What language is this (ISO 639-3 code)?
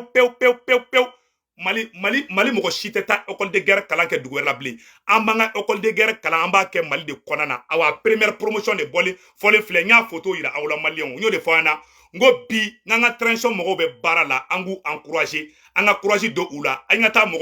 bam